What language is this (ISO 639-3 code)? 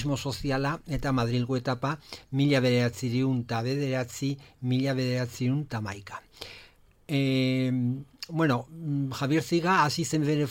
eus